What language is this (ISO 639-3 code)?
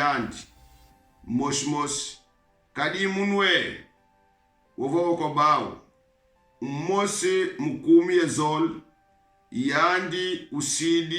kon